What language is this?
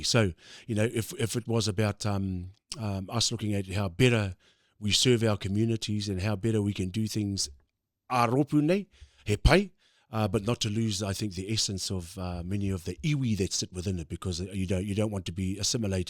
Māori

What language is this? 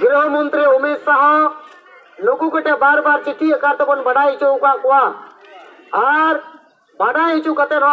Santali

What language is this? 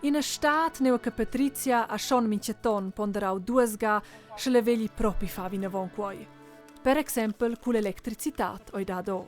Romansh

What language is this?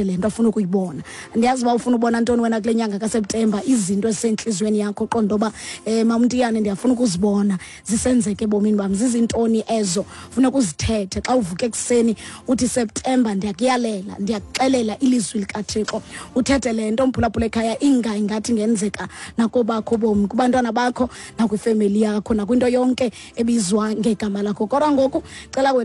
Xhosa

